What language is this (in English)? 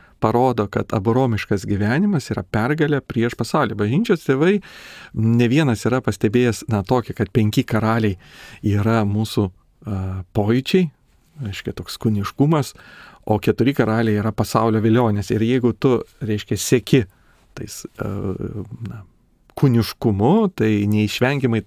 Lithuanian